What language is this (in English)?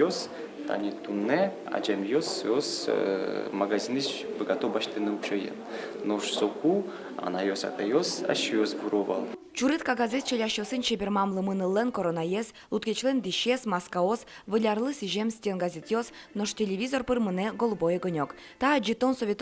Udmurt